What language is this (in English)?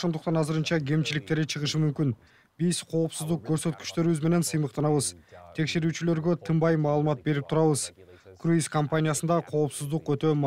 Kyrgyz